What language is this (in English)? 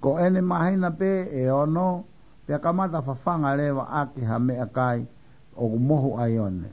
Tongan